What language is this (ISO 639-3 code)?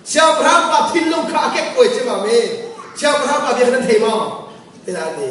cnh